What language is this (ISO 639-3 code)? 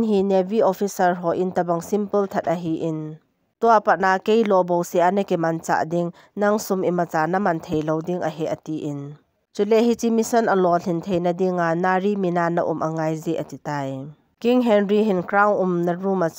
tcz